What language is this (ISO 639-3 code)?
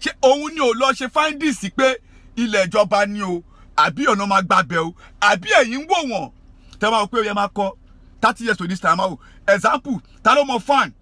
yor